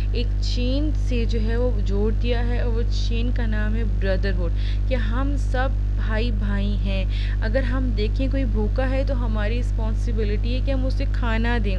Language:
Urdu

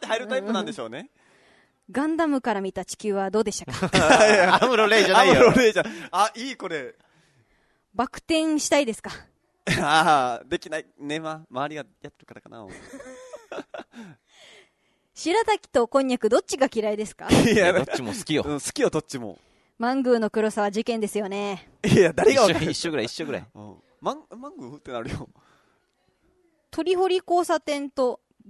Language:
Japanese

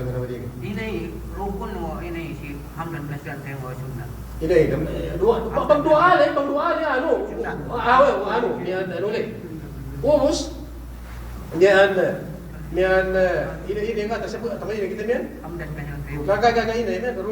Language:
Yakan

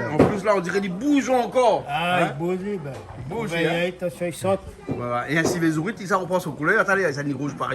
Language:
Réunion Creole French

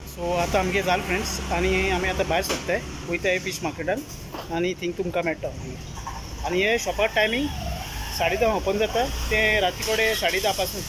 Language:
Konkani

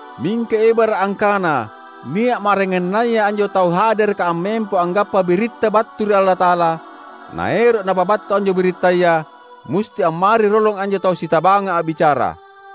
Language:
Makasar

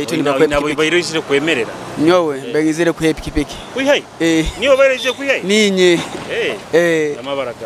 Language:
Nyoro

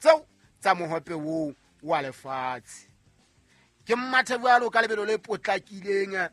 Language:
Southern Sotho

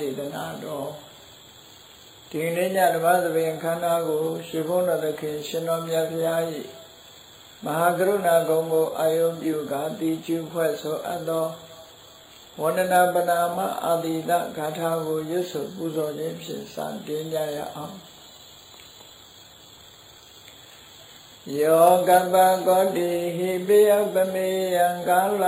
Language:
Burmese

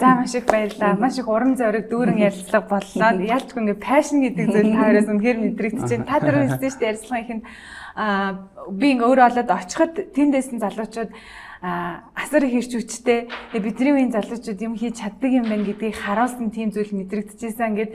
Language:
Mongolian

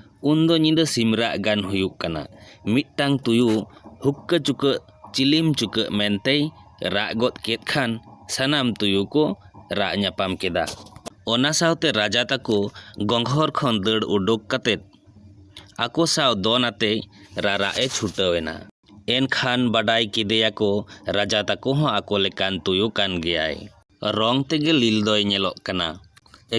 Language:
Santali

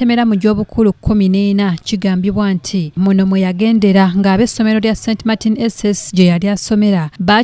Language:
Ganda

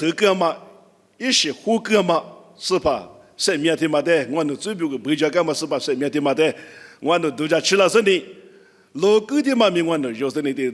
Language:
Lisu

